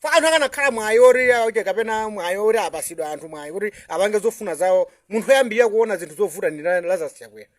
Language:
Nyanja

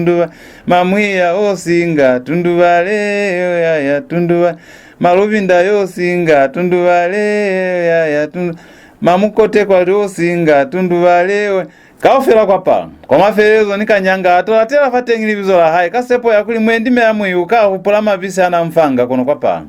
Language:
Lozi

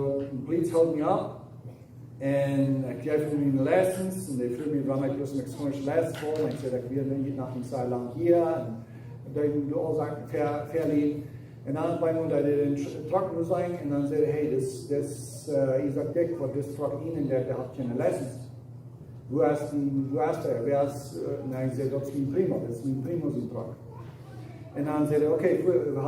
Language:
Plautdietsch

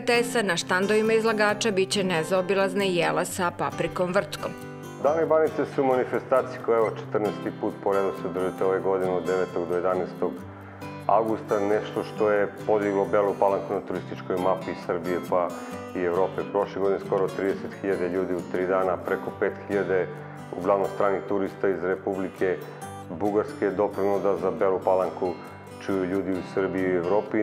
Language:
Serbian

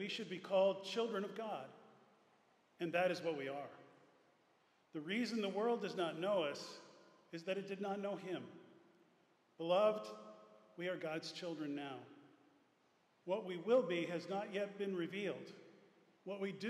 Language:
English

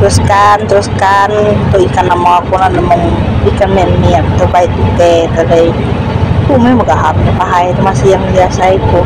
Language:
Iban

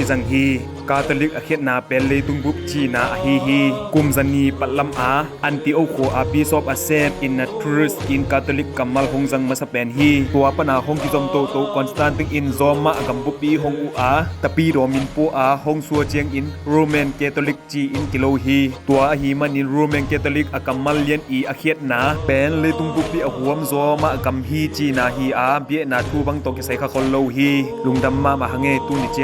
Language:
Tedim Chin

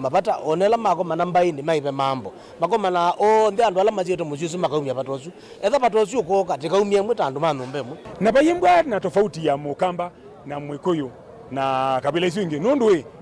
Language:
Kamba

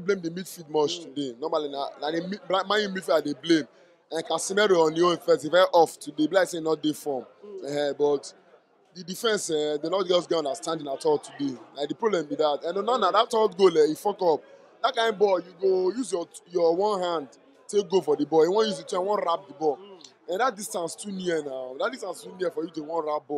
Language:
Nigerian Pidgin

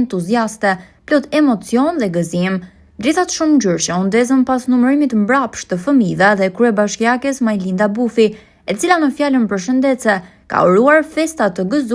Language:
Albanian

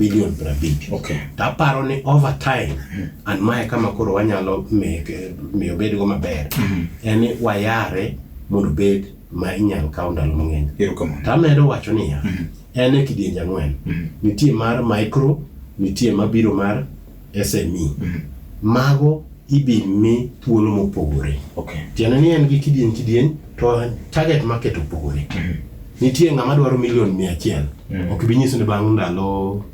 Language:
Luo (Kenya and Tanzania)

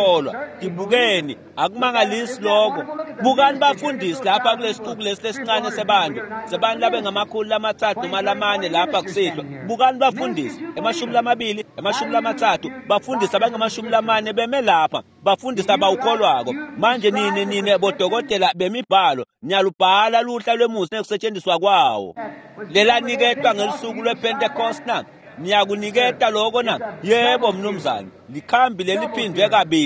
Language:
Swati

